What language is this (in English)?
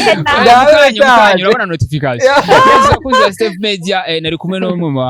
Rundi